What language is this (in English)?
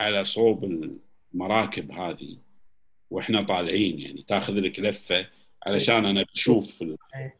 Gulf Arabic